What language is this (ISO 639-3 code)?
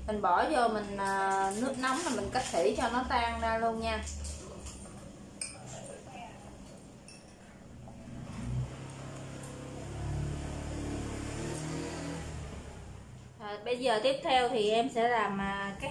vie